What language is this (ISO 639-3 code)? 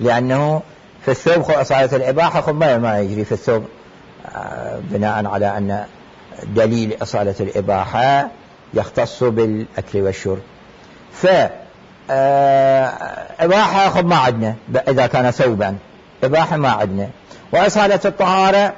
acm